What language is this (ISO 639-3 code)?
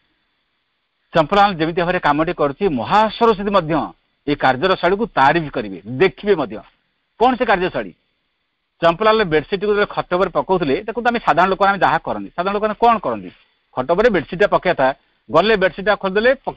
ori